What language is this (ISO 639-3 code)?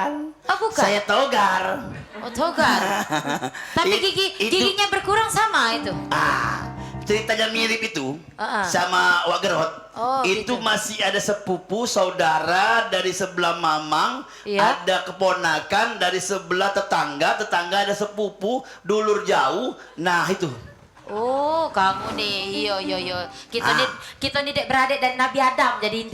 mui